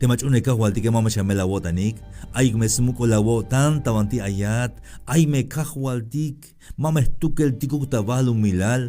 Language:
Tzeltal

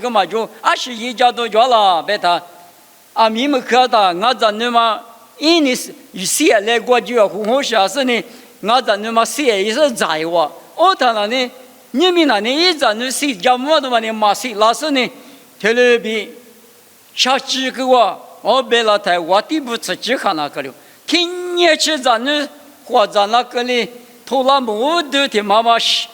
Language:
Lisu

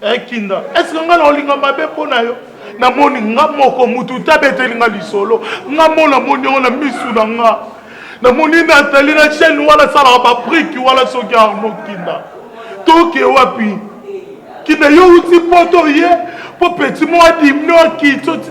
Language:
Lingala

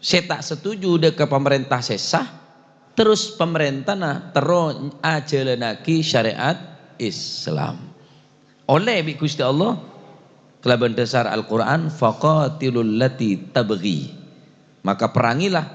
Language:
Madurese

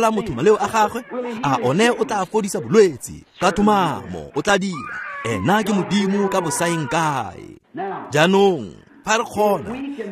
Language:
Tswana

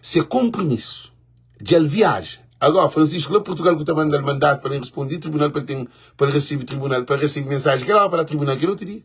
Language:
Kabuverdianu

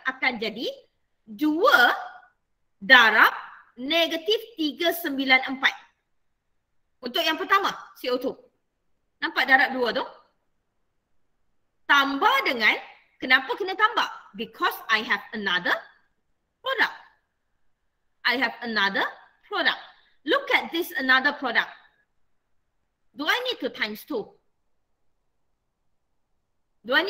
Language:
Malay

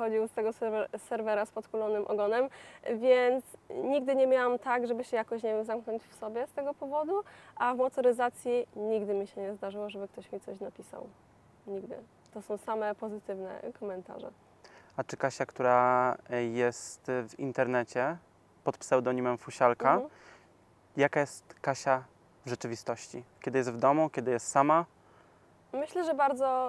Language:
Polish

